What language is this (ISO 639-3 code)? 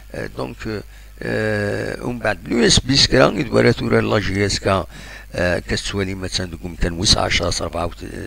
kab